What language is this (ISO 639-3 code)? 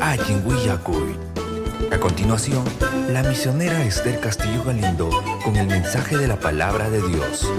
quy